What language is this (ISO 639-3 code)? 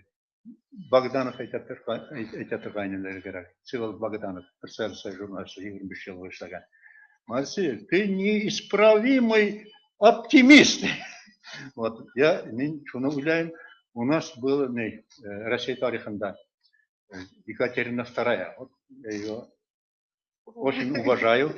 bak